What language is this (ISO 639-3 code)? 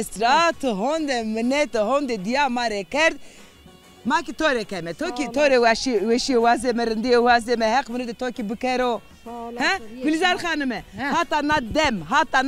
zza